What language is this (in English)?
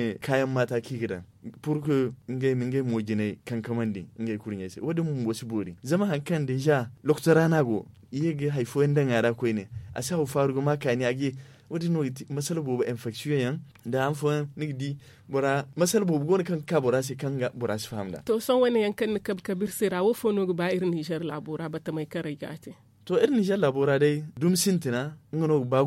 Zarma